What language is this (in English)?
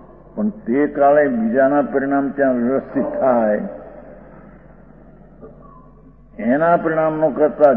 Gujarati